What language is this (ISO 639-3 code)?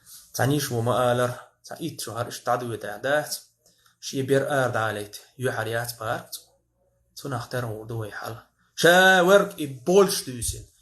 che